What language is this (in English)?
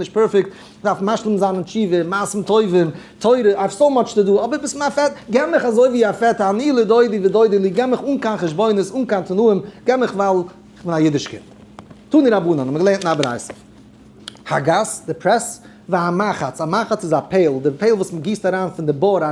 Yiddish